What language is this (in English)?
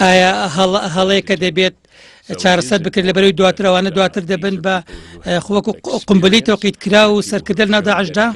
Central Kurdish